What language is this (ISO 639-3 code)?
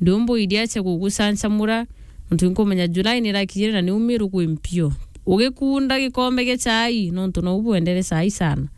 mer